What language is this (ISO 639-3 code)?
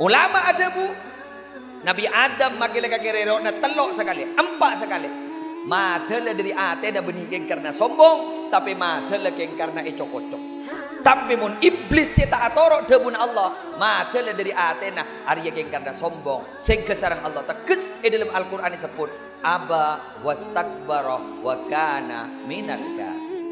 mad